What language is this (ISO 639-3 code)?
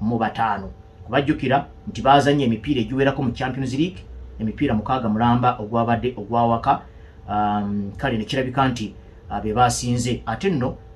lug